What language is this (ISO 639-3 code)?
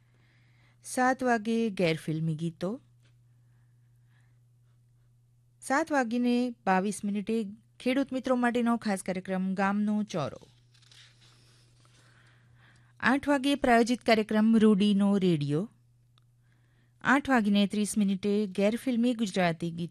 guj